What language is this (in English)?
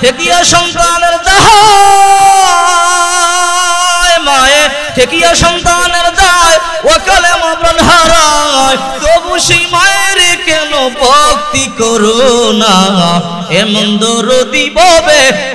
Bangla